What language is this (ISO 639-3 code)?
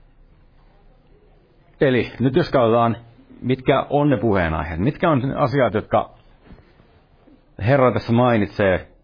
fin